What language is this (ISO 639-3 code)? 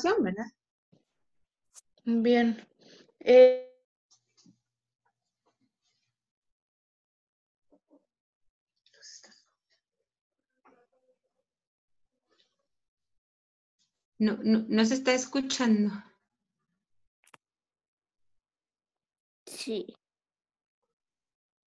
spa